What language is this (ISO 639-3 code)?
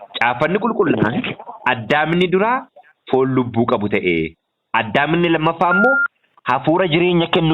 orm